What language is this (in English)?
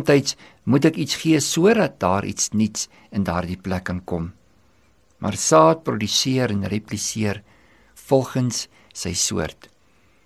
Afrikaans